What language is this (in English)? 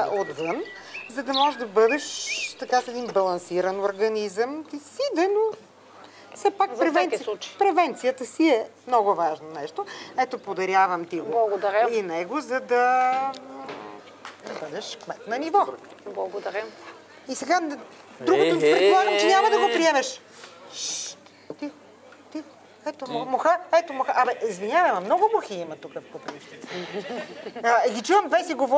Bulgarian